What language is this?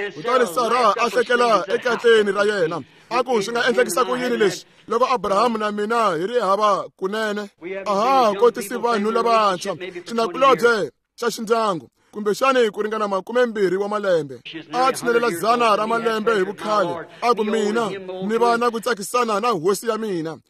Tsonga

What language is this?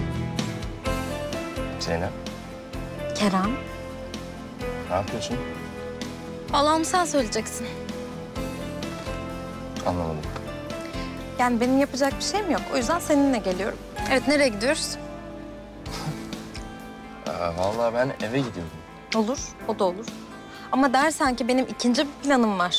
Turkish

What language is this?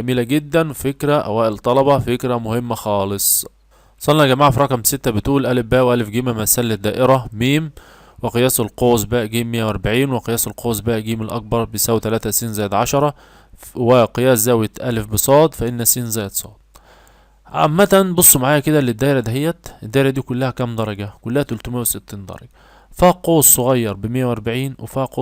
Egyptian Arabic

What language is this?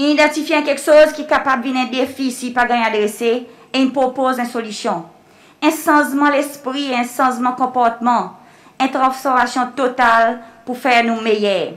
Seselwa Creole French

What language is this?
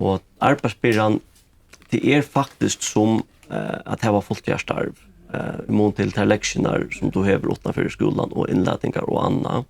Faroese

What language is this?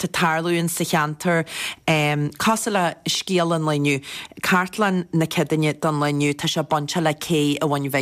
Irish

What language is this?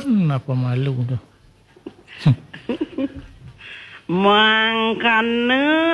Balinese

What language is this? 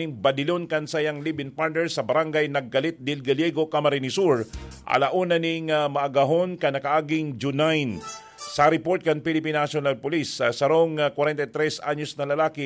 Bikol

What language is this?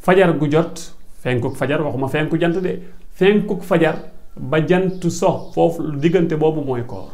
Wolof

